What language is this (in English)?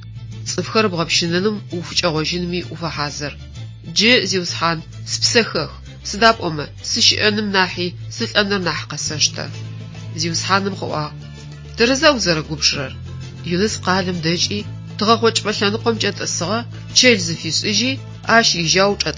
Adyghe